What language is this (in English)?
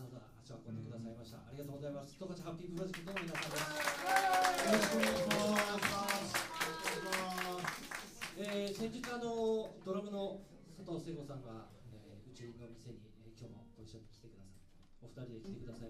Japanese